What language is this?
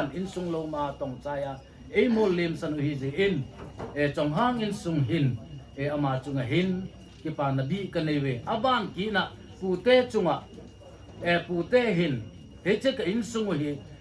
Hmar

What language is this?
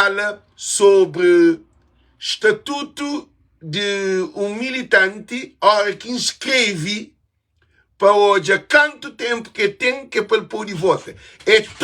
Kabuverdianu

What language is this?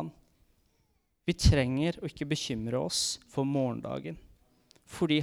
Norwegian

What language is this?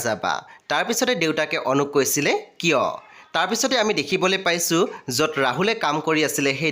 Assamese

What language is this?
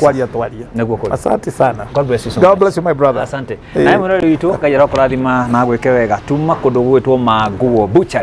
Kikuyu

